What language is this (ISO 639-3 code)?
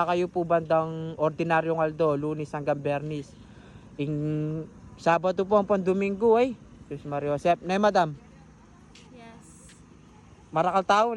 pam